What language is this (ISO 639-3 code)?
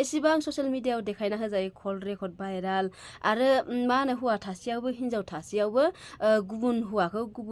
brx